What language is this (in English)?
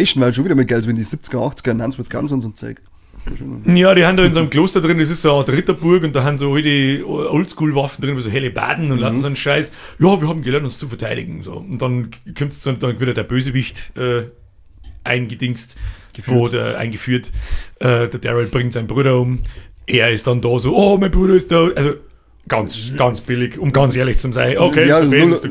Bavarian